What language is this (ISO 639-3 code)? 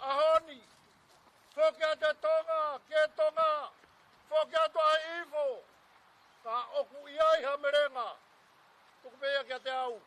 ton